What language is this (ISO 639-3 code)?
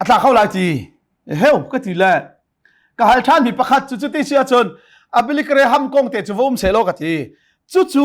cnh